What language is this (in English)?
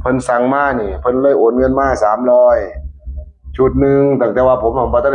Northeastern Thai